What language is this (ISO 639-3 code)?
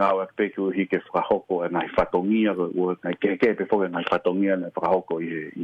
ton